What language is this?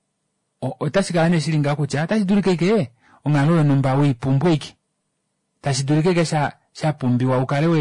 Kuanyama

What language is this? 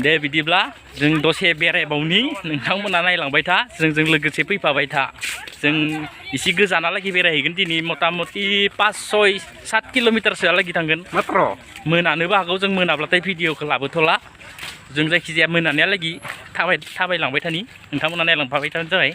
Bodo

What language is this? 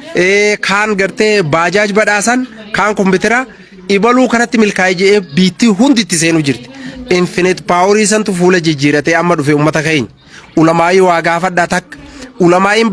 Oromo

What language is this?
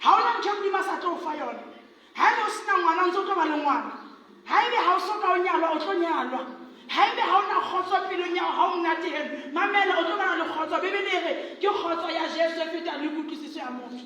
Southern Sotho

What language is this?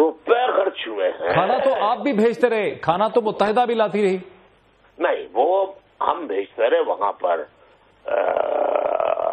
Urdu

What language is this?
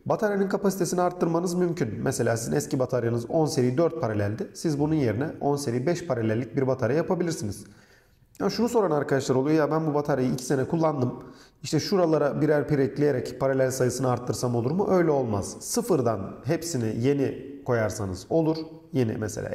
Turkish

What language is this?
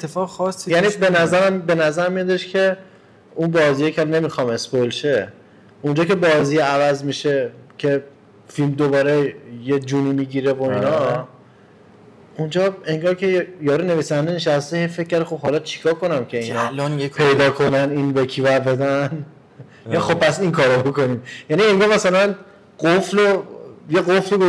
Persian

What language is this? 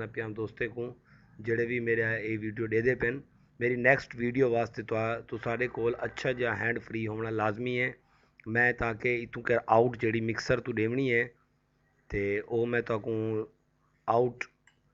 Saraiki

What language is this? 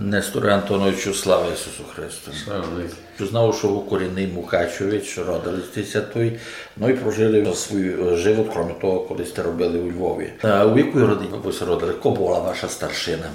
Rusyn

